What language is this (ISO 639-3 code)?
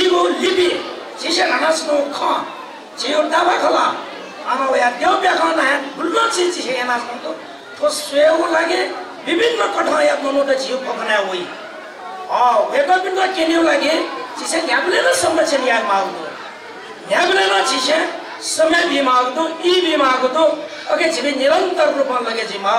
new